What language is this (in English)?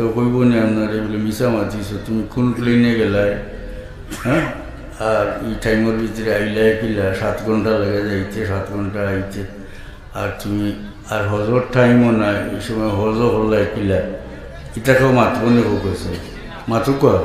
Sylheti